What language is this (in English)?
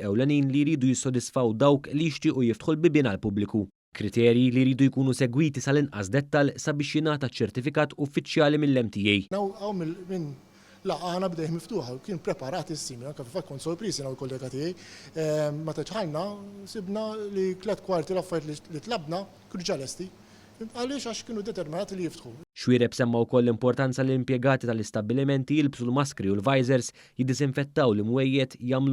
Maltese